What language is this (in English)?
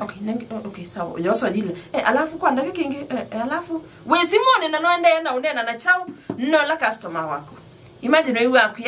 Kamba